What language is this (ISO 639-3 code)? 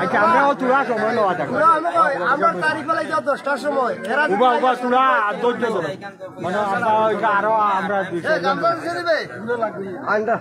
syl